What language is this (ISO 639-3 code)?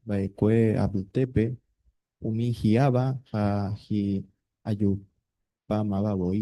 grn